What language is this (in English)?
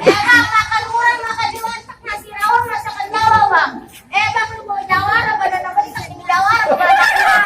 Betawi